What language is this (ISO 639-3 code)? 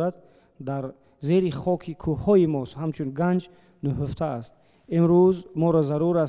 tgk